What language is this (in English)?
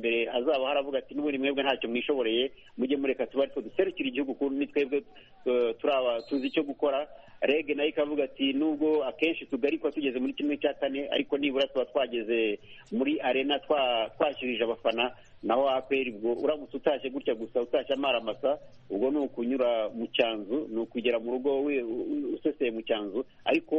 Kinyarwanda